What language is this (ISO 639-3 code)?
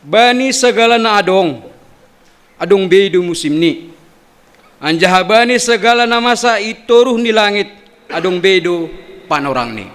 bts